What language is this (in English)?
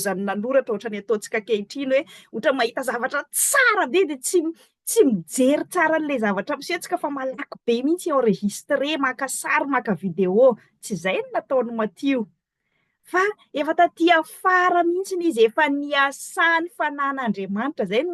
Malagasy